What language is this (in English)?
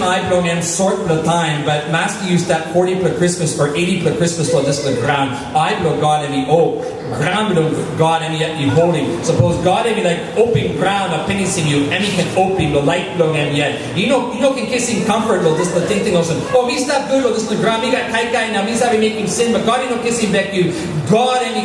Tok Pisin